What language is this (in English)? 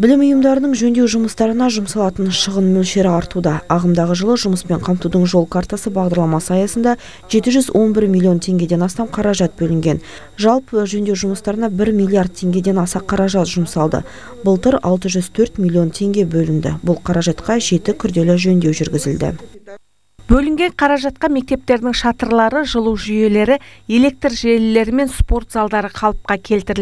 Kazakh